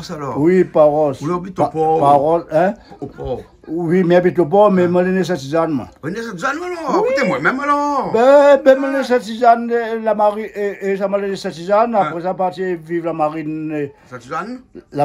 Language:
Réunion Creole French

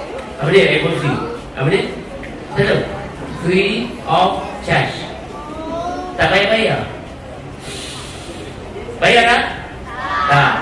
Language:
Malay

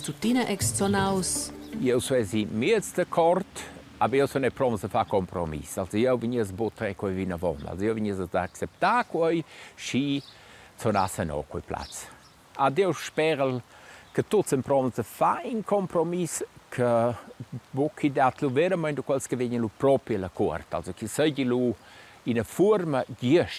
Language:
Romansh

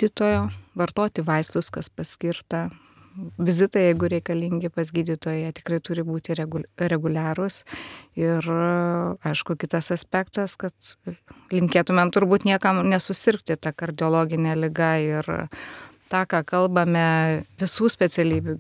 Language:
Lithuanian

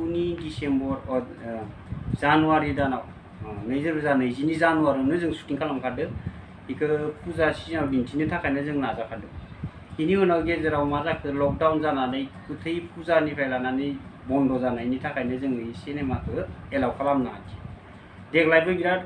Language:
Bodo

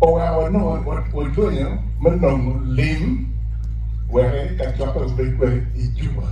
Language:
Acoli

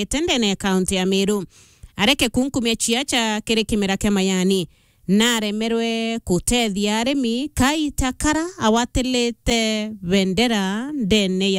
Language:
Meru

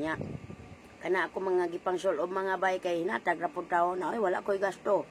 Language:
Cebuano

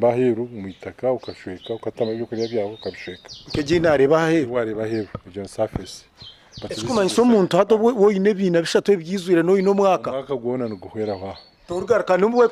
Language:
Nyankole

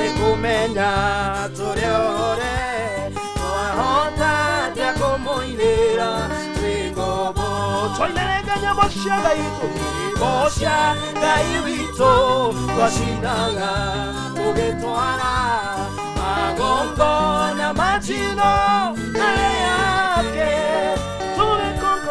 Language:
Kikuyu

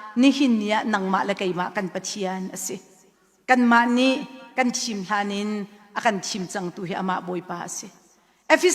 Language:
Hakha Chin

